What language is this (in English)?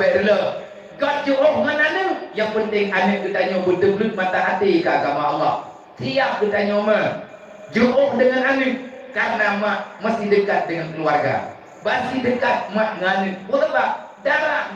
Achinese